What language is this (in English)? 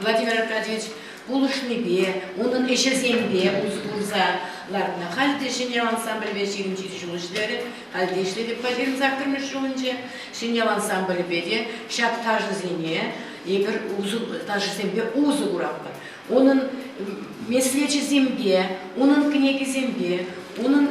Chuvash